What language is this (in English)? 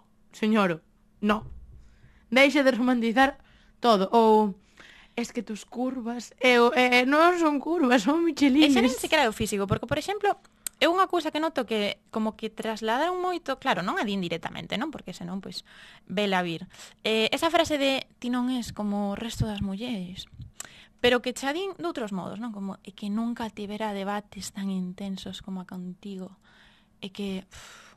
Galician